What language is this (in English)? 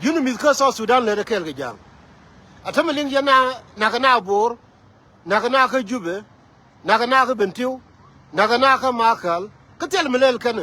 Nuer